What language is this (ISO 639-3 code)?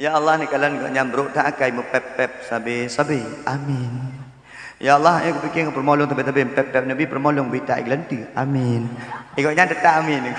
ace